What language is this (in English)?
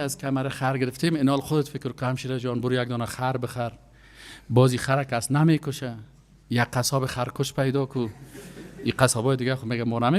Persian